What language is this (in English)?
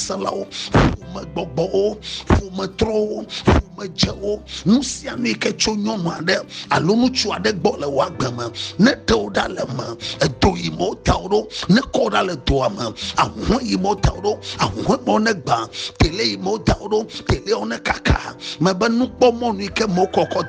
Ewe